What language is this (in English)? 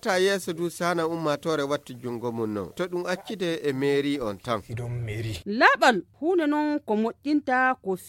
Fula